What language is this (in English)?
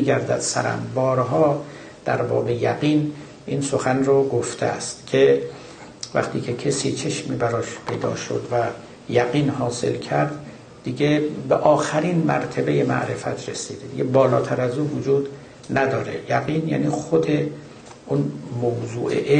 Persian